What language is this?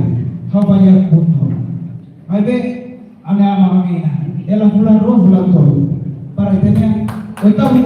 Tetum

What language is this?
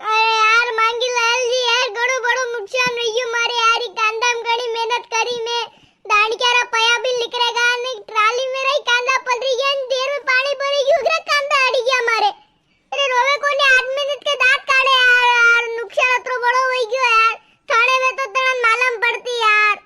Rajasthani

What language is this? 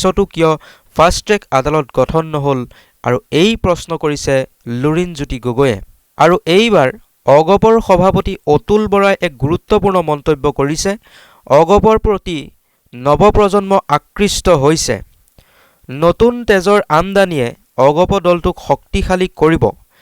Assamese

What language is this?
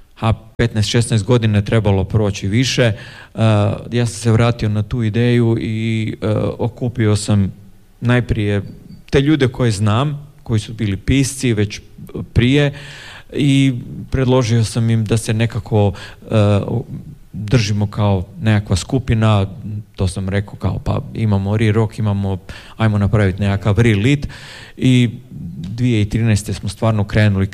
Croatian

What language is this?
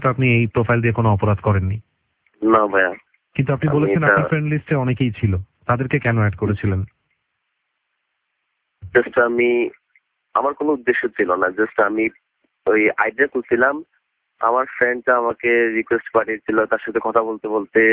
Bangla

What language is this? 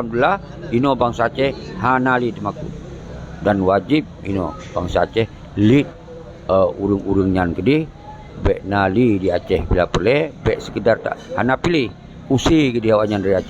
Achinese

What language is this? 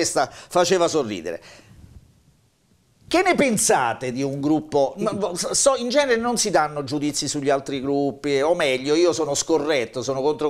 Italian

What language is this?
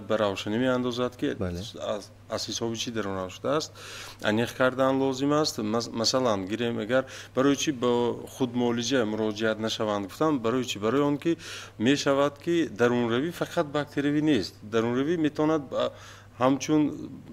Tajik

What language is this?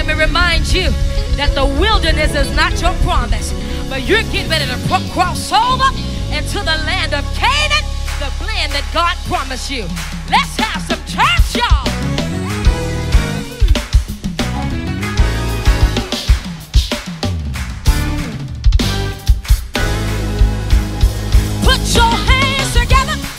English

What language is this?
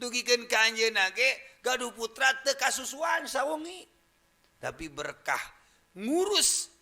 Sundanese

